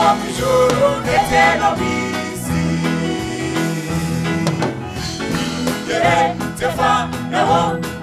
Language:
Kinyarwanda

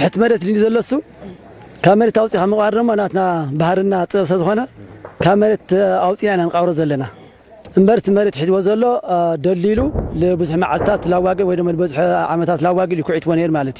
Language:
Tigrinya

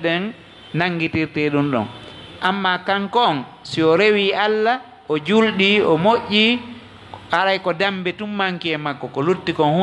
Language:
Fula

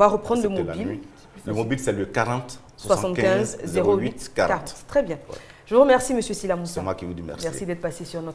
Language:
French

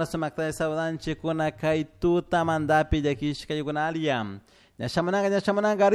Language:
Chimborazo Highland Quichua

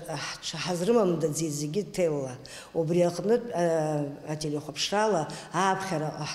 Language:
Abkhazian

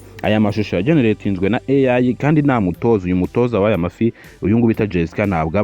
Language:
Kinyarwanda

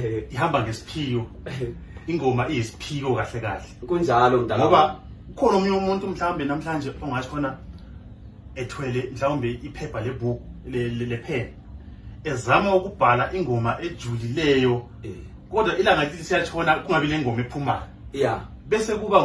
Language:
Zulu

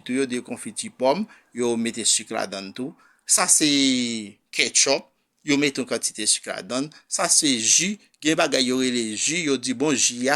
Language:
Haitian Creole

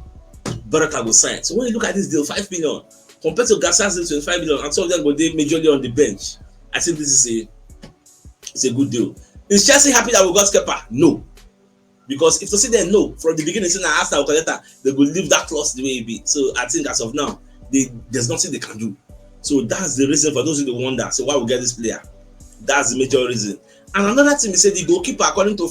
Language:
Nigerian Pidgin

